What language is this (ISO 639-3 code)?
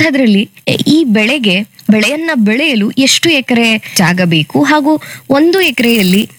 kan